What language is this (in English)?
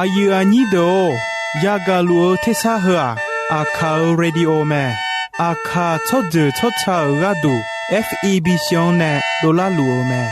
Akha